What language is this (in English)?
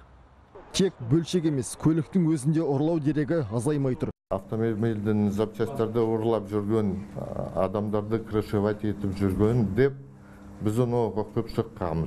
Kazakh